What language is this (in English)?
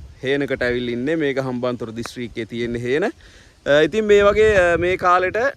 Sinhala